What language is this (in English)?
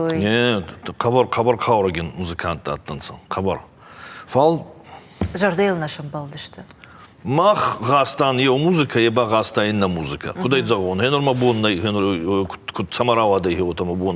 Ossetic